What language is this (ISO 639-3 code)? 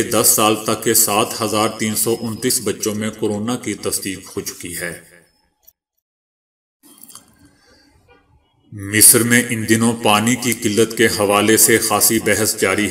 urd